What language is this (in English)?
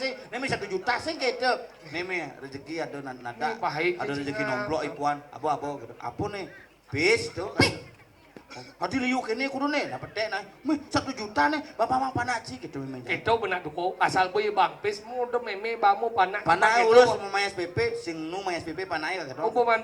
Balinese